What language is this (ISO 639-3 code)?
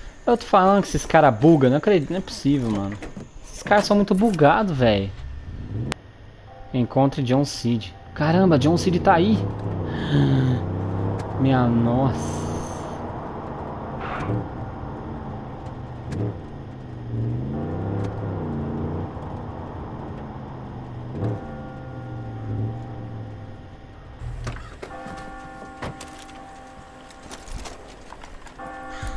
por